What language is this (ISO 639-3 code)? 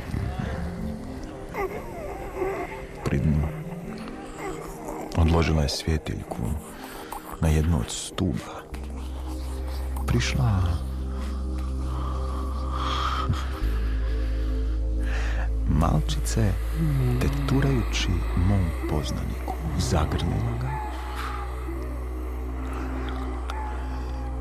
hrv